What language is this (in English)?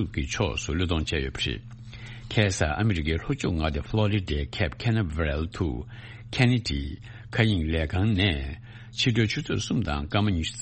Tibetan